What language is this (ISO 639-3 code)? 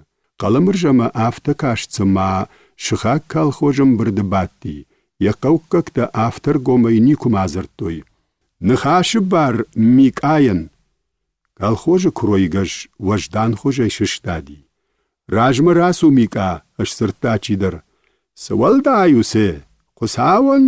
oss